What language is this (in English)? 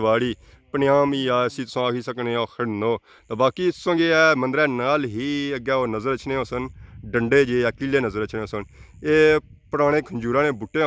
Pahari-Potwari